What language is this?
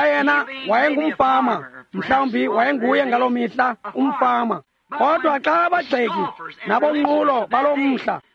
Xhosa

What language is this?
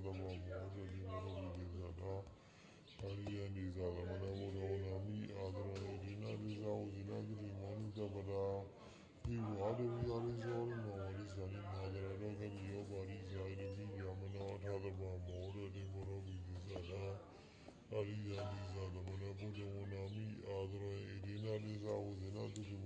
Burmese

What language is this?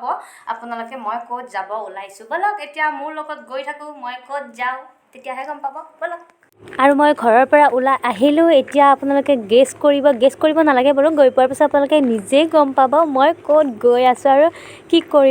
Assamese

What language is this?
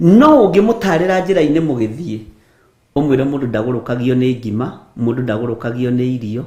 Kikuyu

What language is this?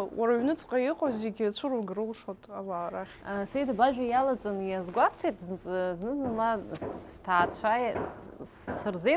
Abkhazian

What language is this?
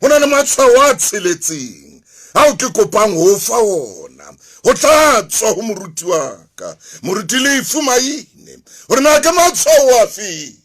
Southern Sotho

